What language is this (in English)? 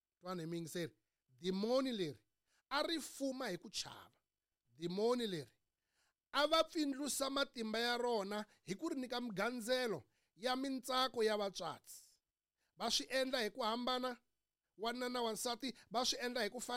Tsonga